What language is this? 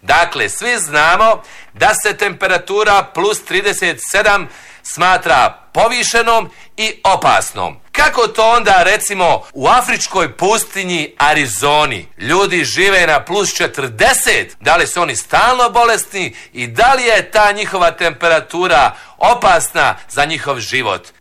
Bosnian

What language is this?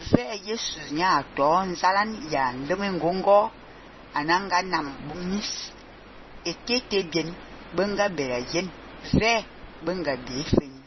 Fang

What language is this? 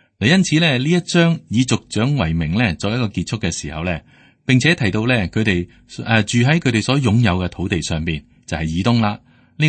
Cantonese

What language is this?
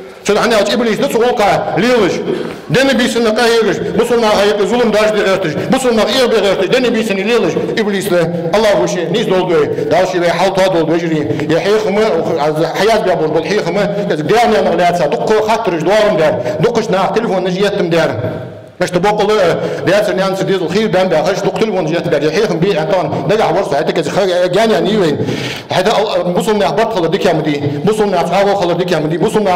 Ingush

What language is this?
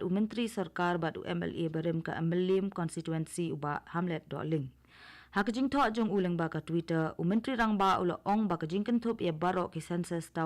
Khasi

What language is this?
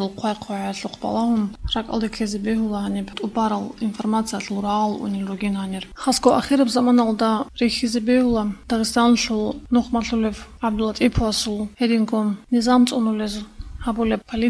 Avaric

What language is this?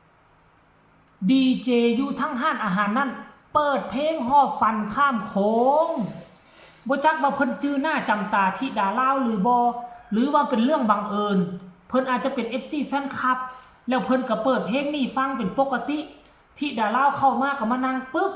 Northeastern Thai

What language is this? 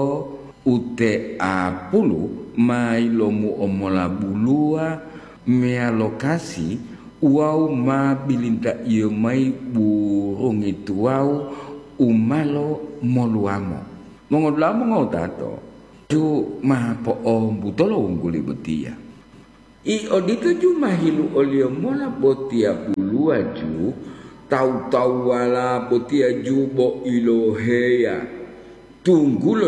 Gorontalo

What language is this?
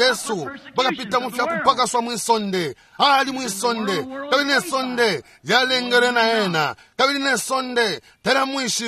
Bemba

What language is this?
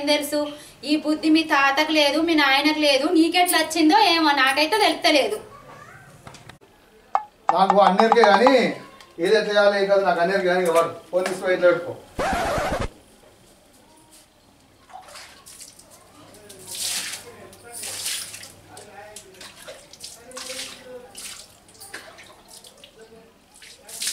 Telugu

